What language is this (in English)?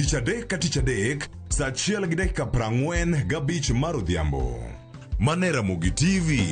Luo (Kenya and Tanzania)